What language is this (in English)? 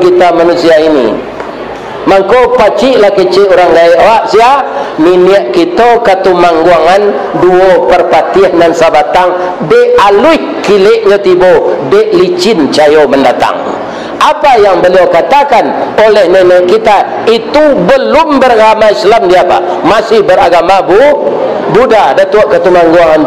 Minangkabau